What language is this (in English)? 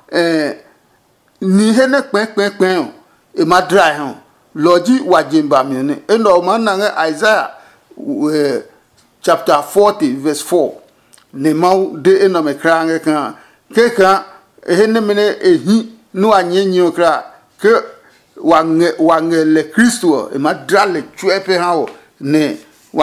Adangme